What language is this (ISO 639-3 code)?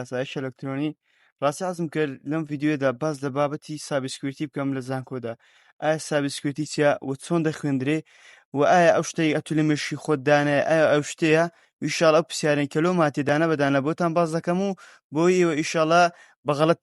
ckb